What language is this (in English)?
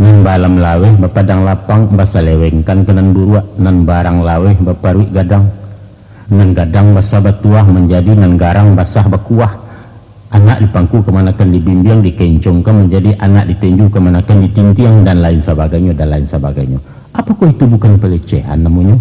Minangkabau